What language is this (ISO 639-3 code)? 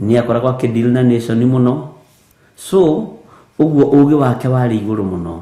kik